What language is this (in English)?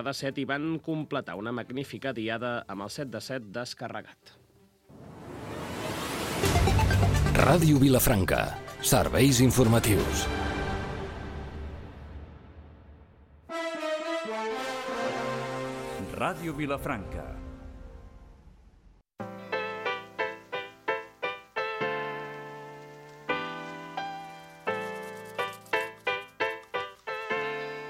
Catalan